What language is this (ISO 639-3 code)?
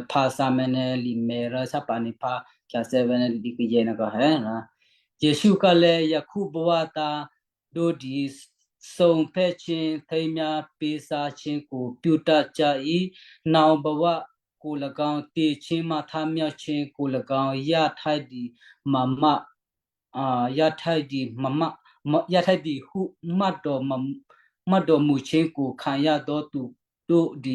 kyu